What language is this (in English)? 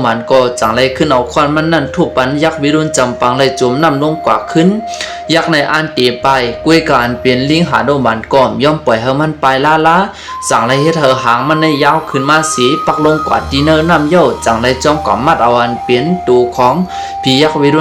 Shan